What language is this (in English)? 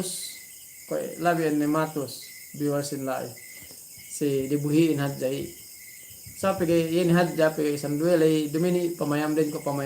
Yakan